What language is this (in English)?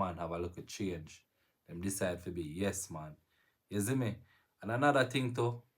Jamaican Creole English